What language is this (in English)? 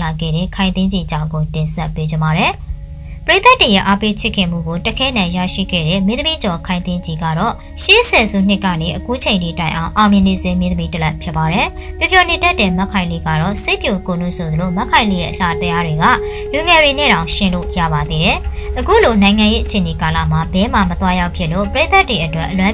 Burmese